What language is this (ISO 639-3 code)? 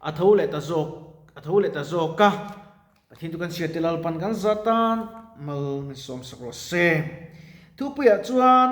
lus